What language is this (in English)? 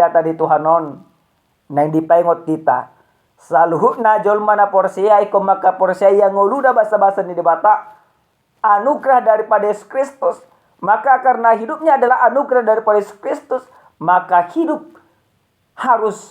Batak Toba